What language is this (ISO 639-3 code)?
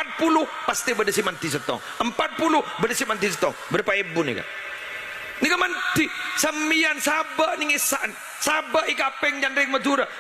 mad